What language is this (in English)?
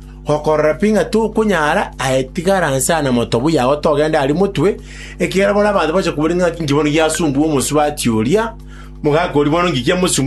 Gusii